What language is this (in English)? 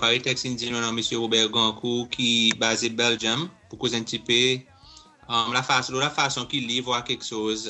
Seselwa Creole French